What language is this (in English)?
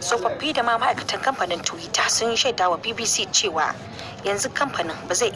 Hausa